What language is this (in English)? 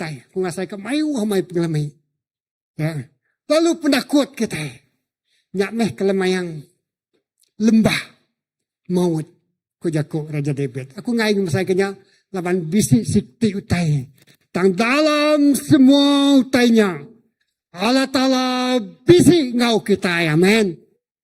Iban